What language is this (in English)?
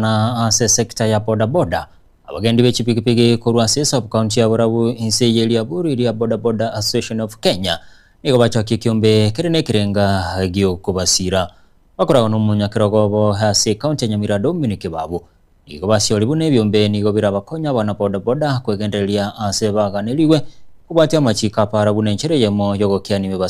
Gusii